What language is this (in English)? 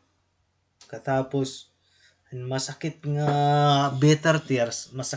Waray